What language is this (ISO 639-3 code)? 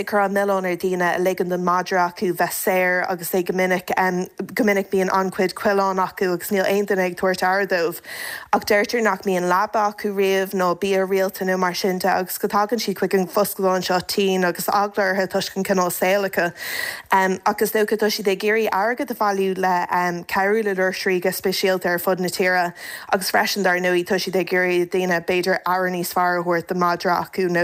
gle